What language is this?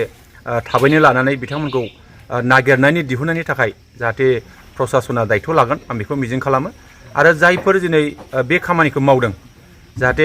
Bodo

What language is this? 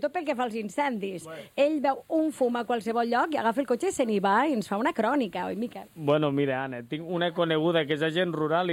Catalan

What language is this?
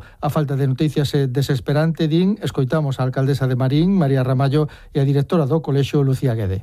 Galician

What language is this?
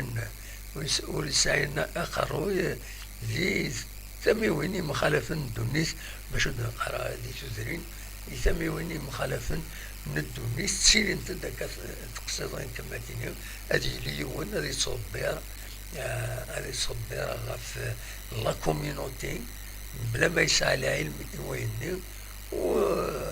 Kabyle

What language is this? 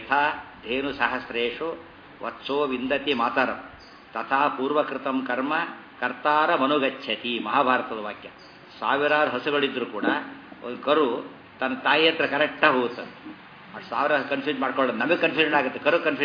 Kannada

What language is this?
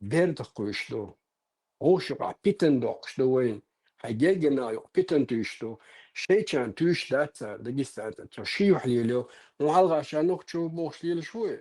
Chechen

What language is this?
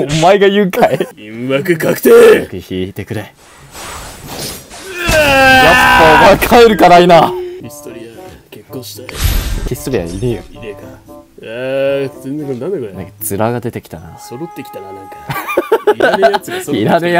Japanese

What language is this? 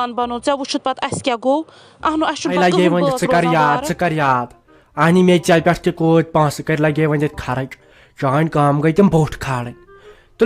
Kashmiri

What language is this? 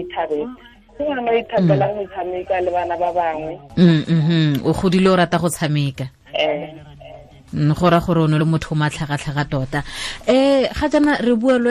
Tswana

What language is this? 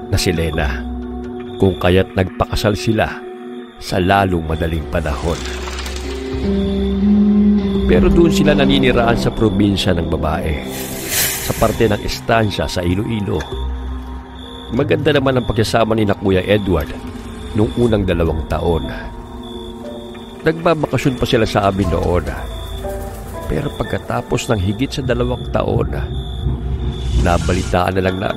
Filipino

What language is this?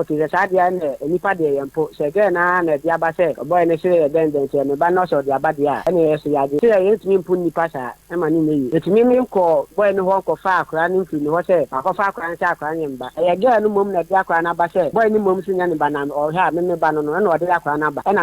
Akan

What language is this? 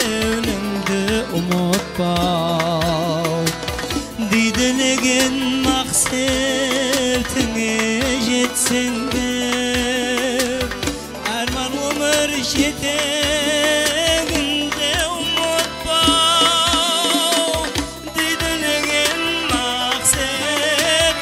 Kara-Kalpak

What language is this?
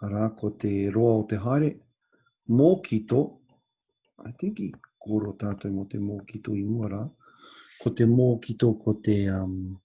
Māori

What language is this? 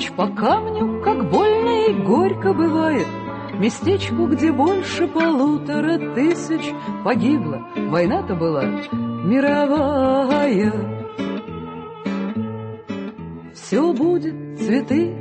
Russian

